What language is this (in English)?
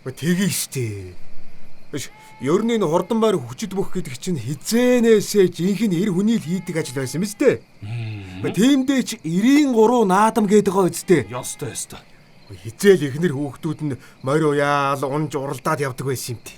Mongolian